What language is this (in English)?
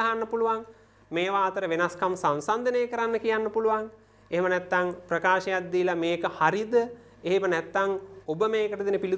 Sinhala